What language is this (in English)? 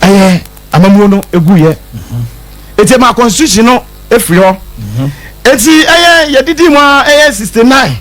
Akan